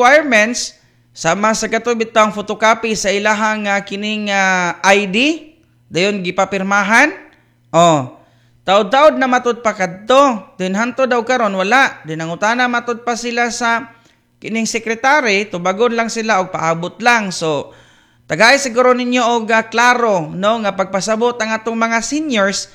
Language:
Cebuano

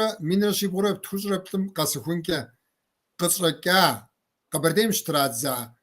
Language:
Kabardian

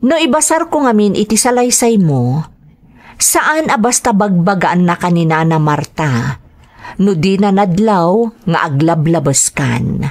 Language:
Iloko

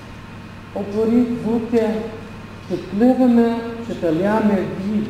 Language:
Ukrainian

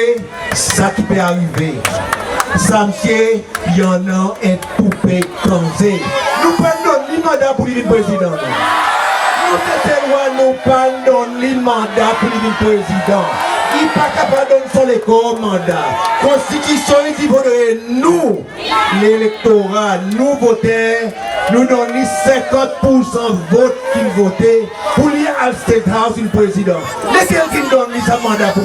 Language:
Seselwa Creole French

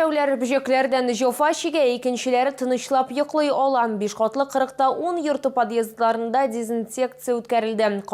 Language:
Tatar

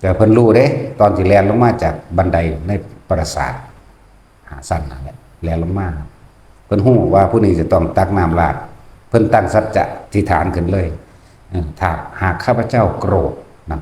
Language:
Northeastern Thai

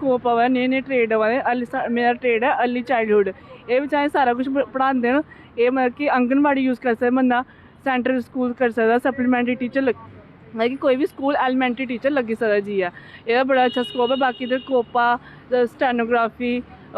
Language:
Dogri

